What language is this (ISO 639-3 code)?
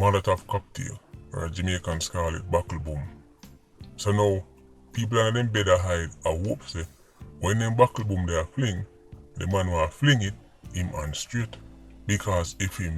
jam